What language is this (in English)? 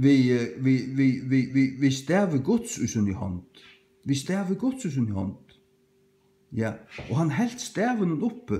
Faroese